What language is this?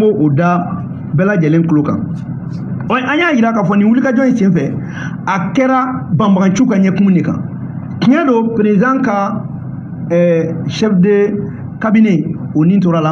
Bambara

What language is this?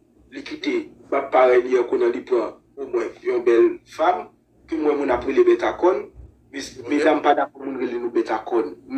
Haitian Creole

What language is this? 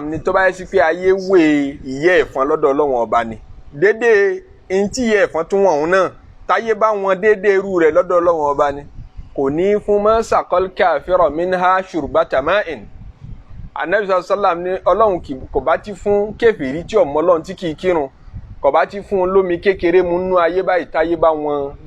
Yoruba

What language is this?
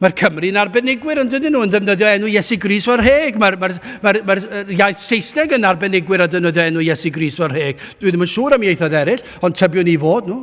Welsh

